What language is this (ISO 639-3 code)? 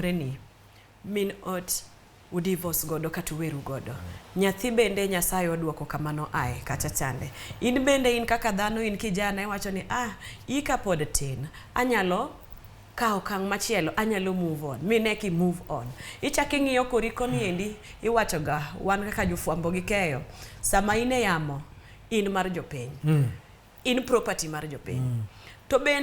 luo